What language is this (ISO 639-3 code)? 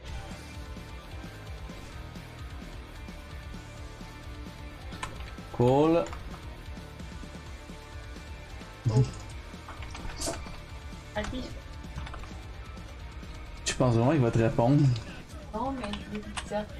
fra